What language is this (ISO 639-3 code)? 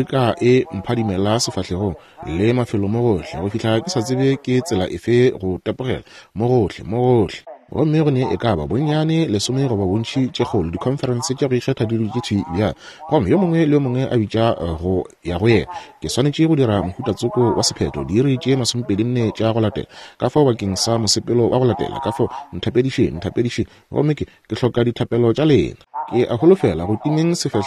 nso